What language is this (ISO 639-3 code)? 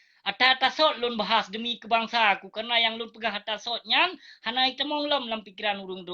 ace